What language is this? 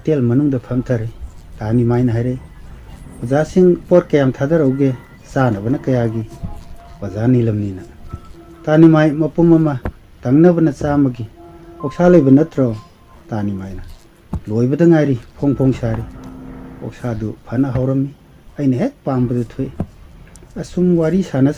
Manipuri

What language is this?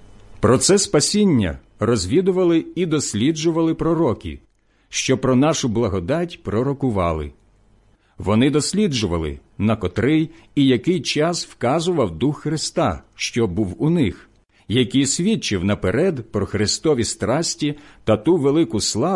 Ukrainian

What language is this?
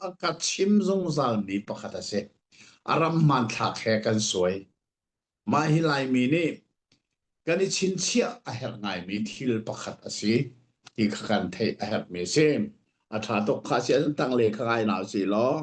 Hakha Chin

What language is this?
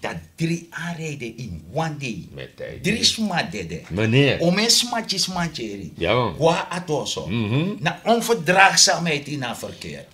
Sranan Tongo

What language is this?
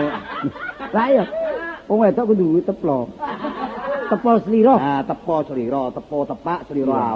Javanese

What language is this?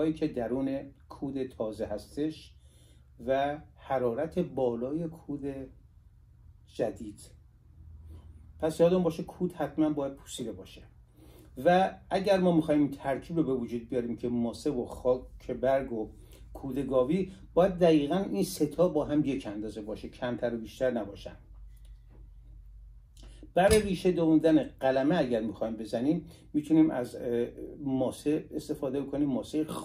Persian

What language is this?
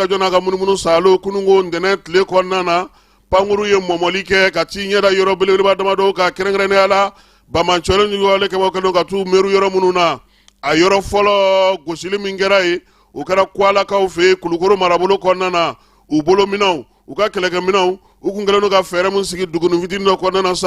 Bambara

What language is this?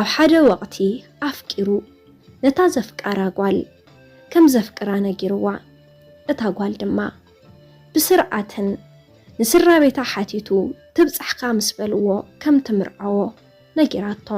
Tigrinya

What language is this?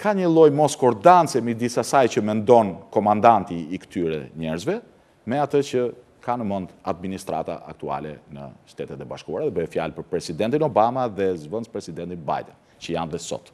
Albanian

